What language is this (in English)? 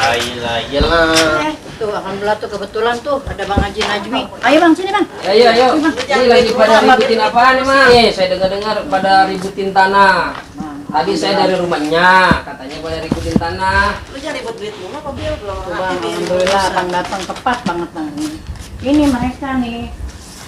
Betawi